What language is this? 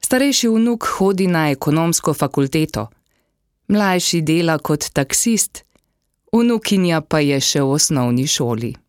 Slovenian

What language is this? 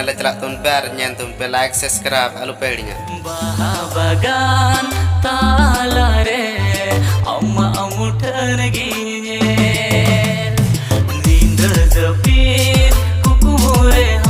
Santali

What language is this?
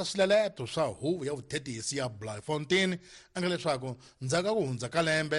Tsonga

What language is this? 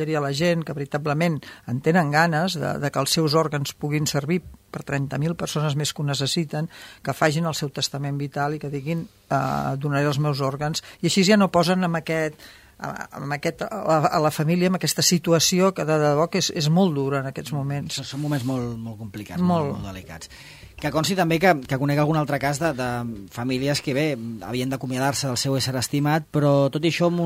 Catalan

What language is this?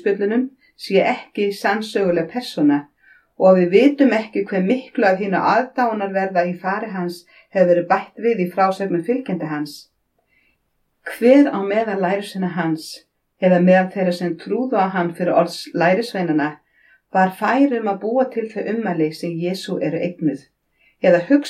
Icelandic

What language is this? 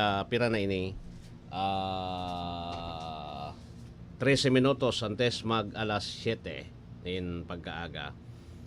Bikol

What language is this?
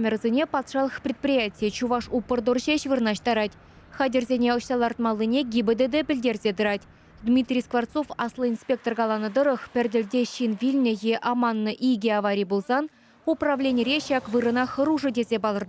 Chuvash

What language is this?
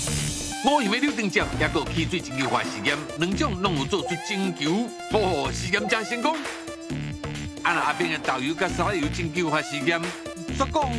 Min Nan Chinese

